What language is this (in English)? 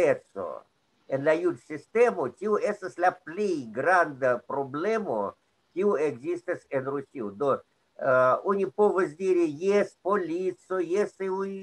Esperanto